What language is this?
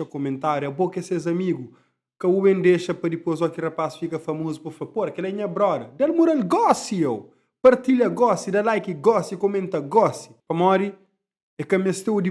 Kabuverdianu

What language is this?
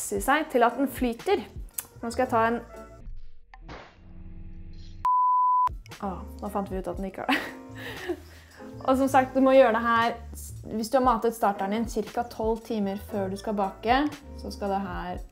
Norwegian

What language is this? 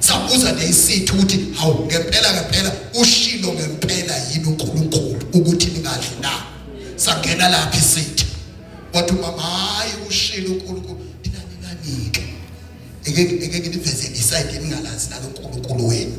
Zulu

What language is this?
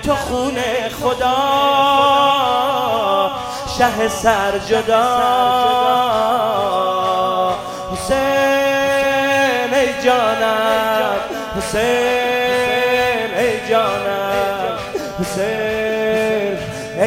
Persian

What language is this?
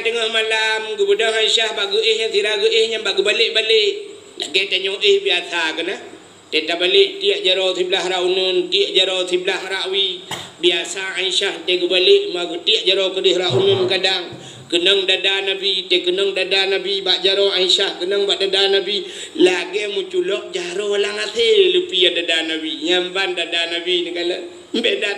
Achinese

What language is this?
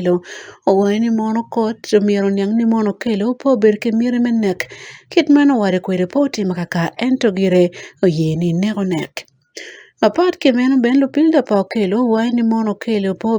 Acoli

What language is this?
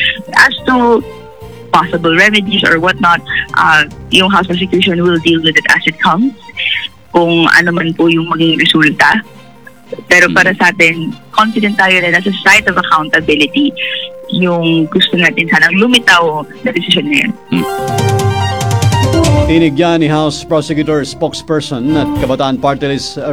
Filipino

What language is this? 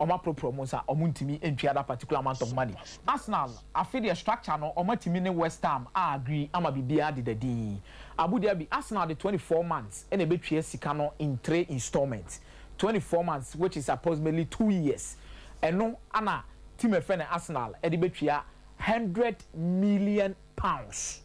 Akan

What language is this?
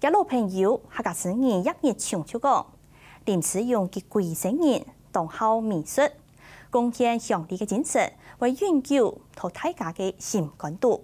Hakka Chinese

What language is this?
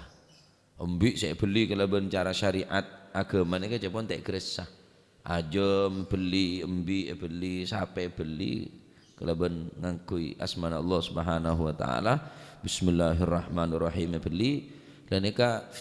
Madurese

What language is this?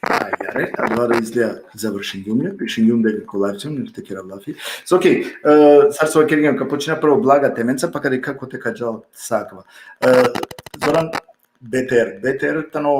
Balkan Romani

